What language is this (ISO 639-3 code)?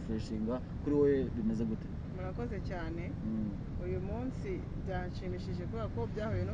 kin